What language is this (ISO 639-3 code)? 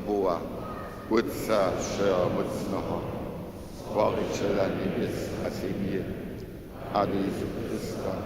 hsb